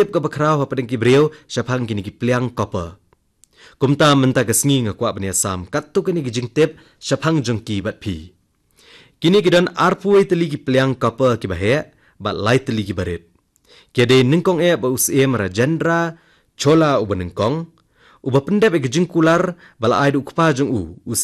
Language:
Khasi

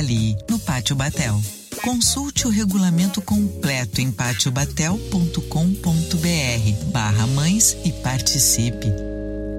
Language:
Portuguese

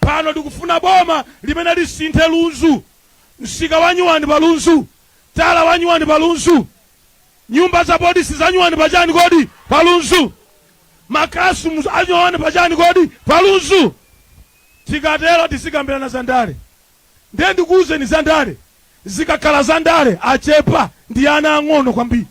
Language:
Nyanja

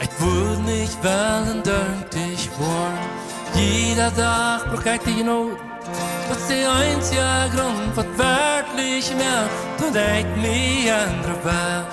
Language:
Plautdietsch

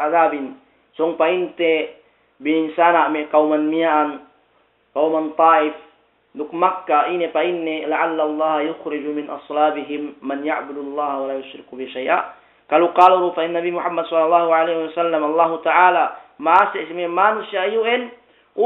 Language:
Yakan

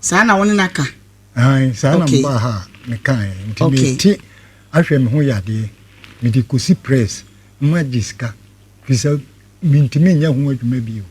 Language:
Akan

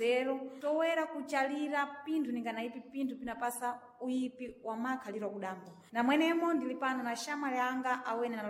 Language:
Sena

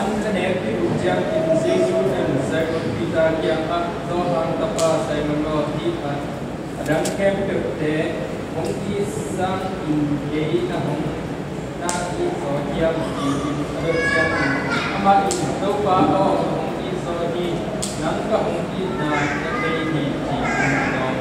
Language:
Tedim Chin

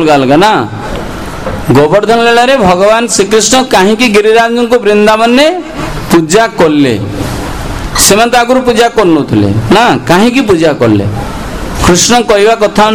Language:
Odia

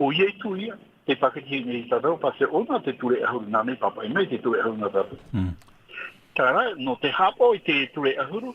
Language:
Tahitian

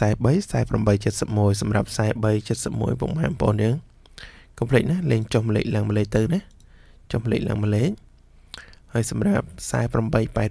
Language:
Khmer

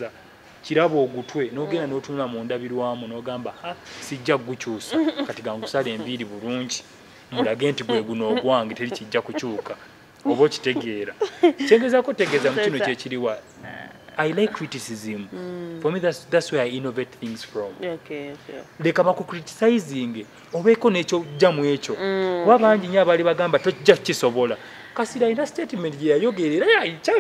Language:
Ganda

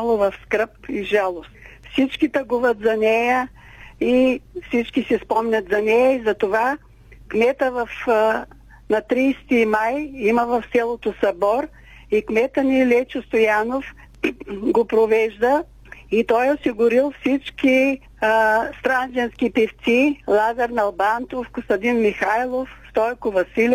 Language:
Bulgarian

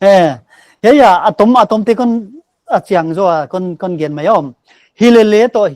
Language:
Paite Chin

